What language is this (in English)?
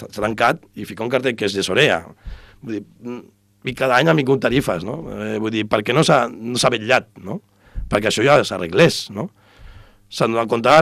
Catalan